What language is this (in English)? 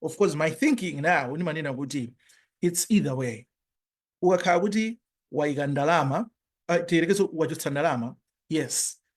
Nyanja